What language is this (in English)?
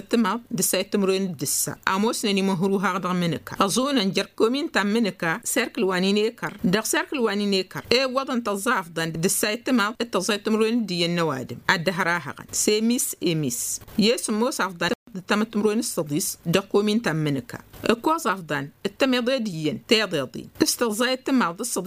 Tamasheq